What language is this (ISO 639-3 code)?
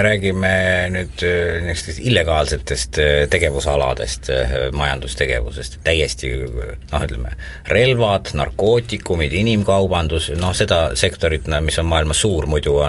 est